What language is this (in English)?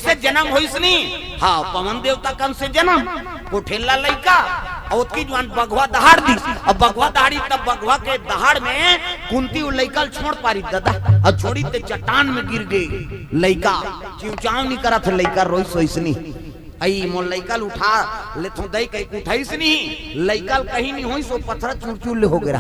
Chhattisgarhi